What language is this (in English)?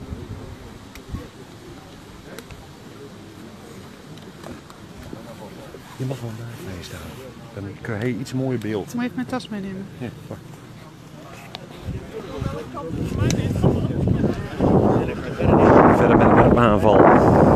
Dutch